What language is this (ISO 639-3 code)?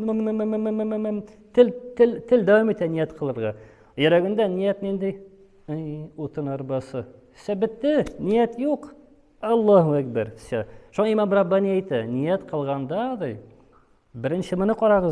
tat